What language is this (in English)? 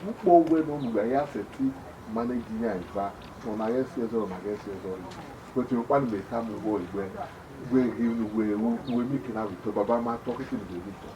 Bini